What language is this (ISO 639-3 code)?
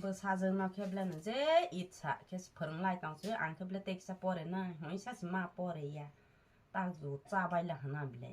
trp